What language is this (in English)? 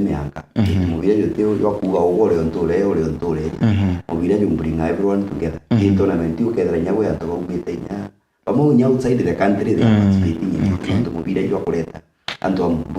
Meru